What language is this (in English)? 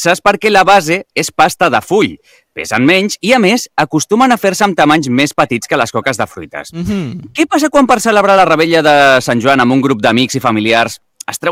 Catalan